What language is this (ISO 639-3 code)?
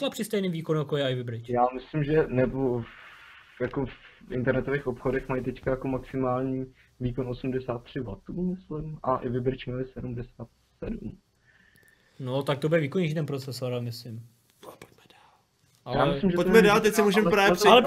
ces